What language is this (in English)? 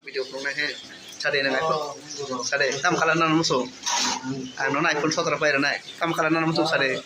Kok Borok